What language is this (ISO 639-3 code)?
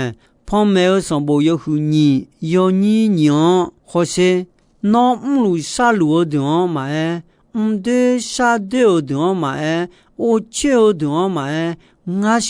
ahk